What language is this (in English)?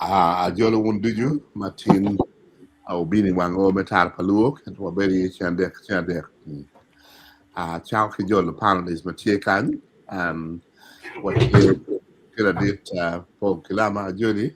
Acoli